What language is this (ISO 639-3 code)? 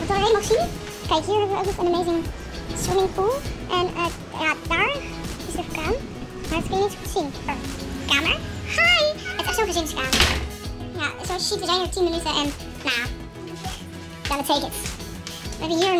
nld